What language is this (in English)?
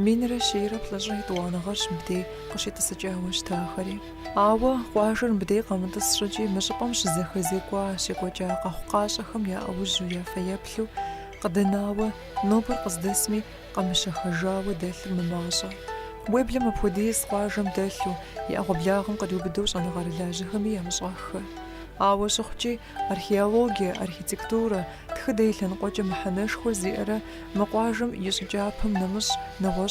Kabardian